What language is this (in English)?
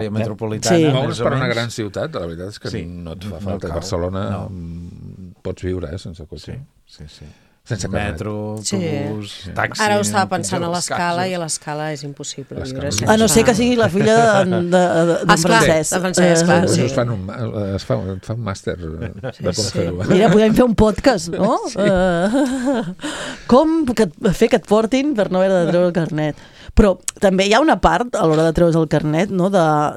Catalan